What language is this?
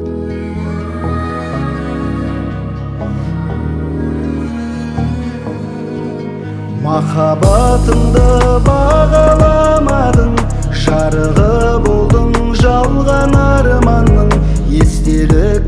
Kazakh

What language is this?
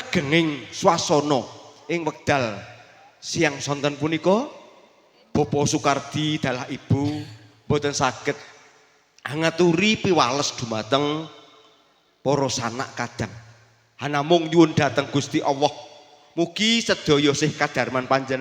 Javanese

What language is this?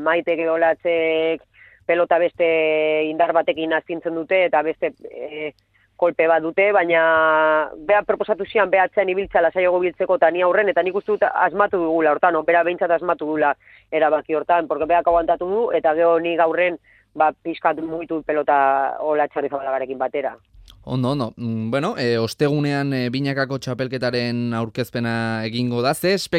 Basque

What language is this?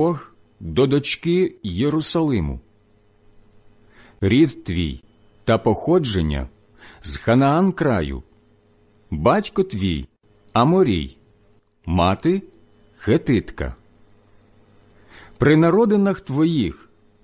Ukrainian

